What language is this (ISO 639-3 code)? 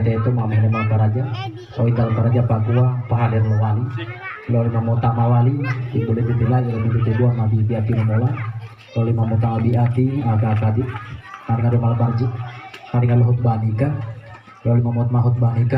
gor